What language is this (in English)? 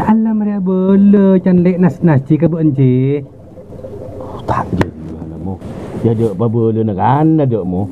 Madurese